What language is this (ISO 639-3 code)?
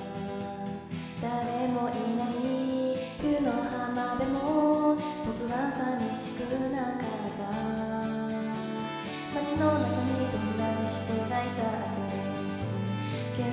jpn